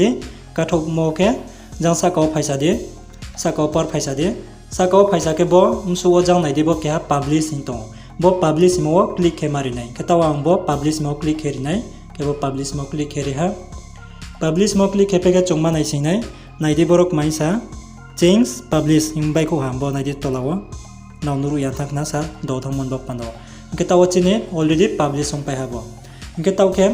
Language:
Riang (India)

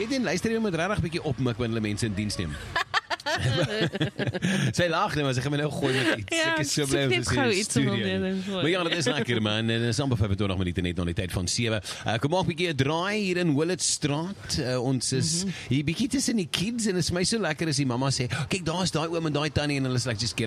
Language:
Afrikaans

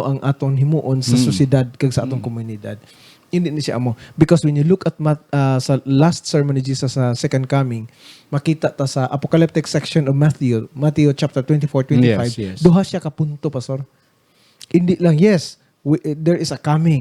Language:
Hiligaynon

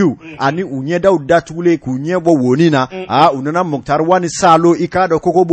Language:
Bambara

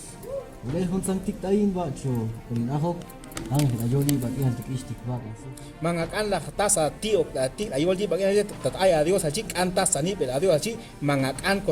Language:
Chuj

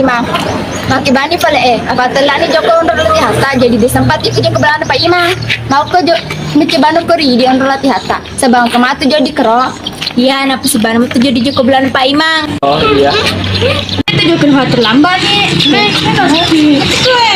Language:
Buginese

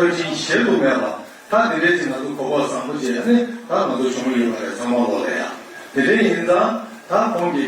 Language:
Tibetan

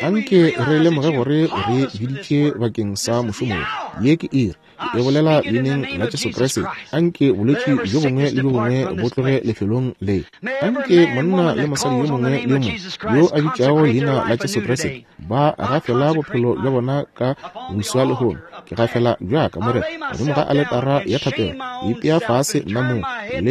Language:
Northern Sotho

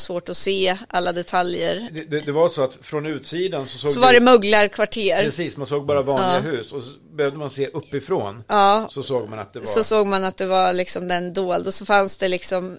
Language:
Swedish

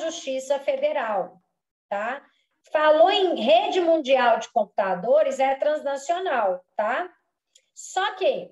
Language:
Portuguese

